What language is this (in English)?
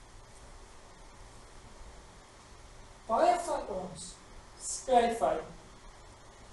Afrikaans